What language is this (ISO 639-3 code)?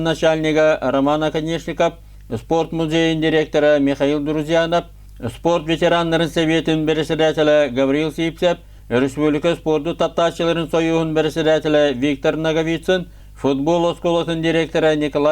sah